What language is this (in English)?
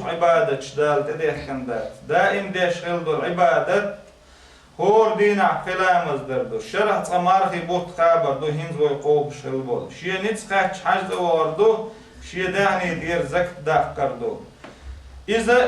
Chechen